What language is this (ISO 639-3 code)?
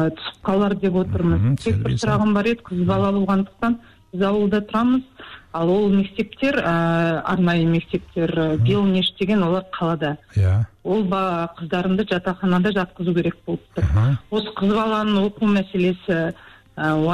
kaz